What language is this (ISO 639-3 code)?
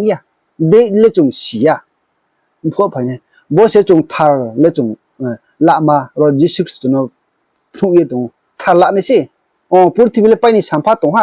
ria